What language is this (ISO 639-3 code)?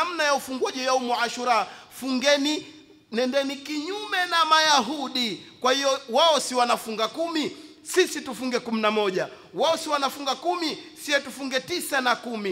swa